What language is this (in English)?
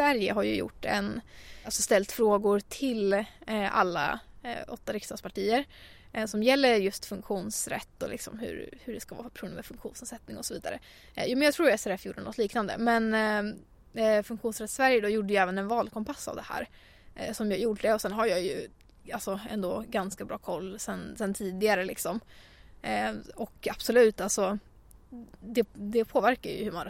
Swedish